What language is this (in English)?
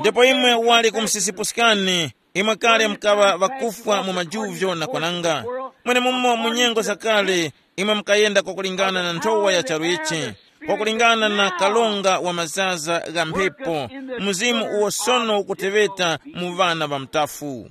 Tumbuka